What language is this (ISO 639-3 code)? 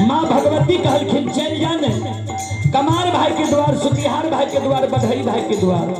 mai